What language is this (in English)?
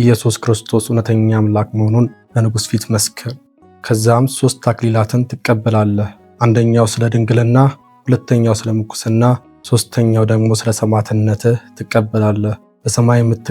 Amharic